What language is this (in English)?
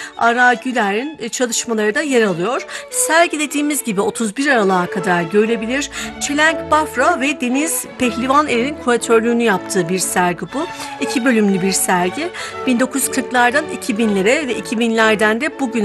Turkish